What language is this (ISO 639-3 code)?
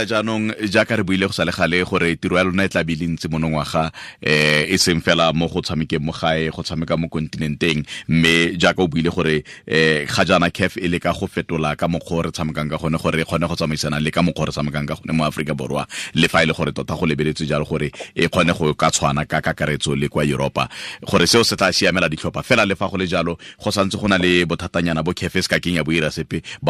tsn